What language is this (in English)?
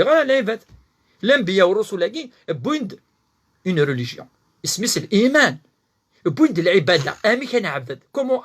Kabyle